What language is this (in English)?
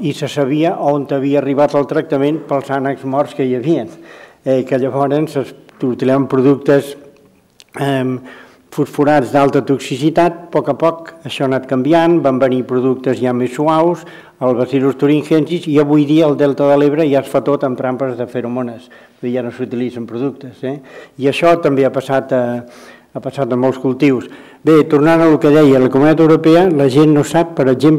Catalan